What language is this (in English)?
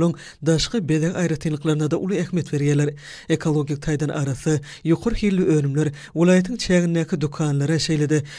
Turkmen